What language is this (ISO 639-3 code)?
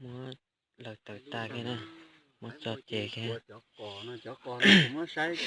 hmn